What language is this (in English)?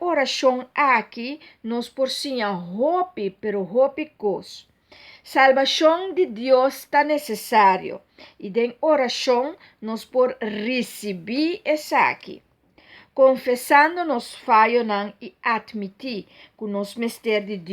Papiamento